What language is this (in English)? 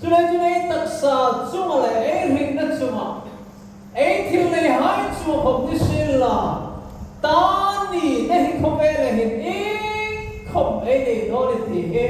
Hmar